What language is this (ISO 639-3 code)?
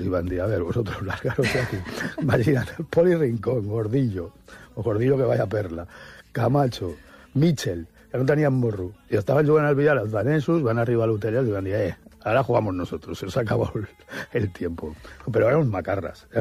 cat